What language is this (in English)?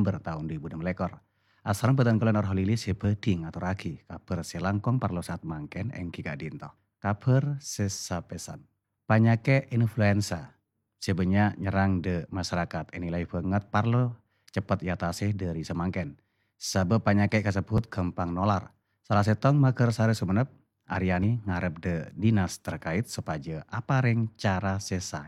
Madurese